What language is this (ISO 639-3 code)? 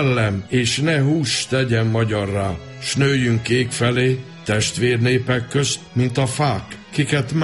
hun